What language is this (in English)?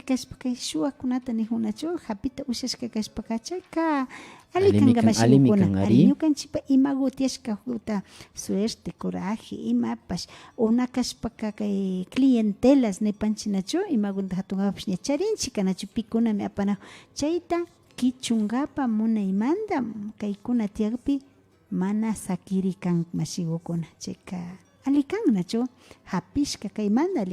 Imbabura Highland Quichua